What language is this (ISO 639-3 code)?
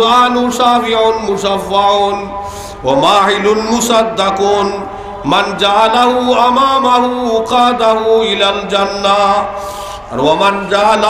syl